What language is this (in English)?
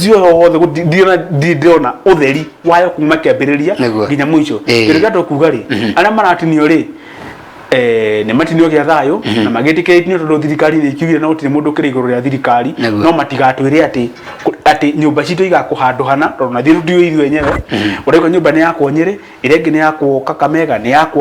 Kikuyu